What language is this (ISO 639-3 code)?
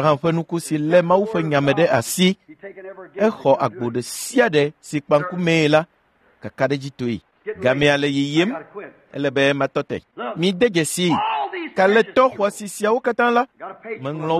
ewe